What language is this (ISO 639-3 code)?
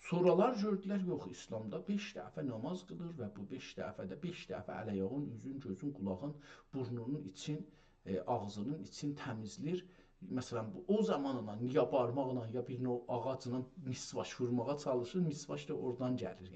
azb